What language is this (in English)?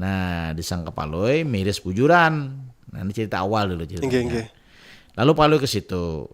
Banjar